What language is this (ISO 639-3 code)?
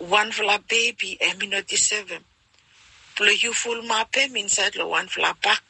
bis